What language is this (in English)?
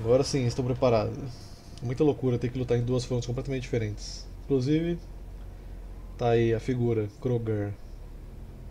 Portuguese